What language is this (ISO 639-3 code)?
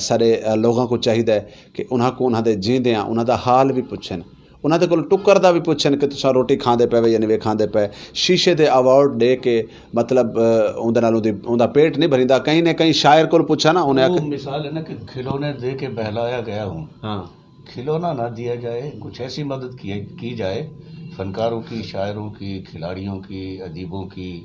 skr